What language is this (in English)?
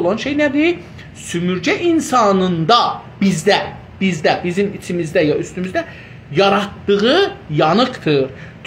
South Azerbaijani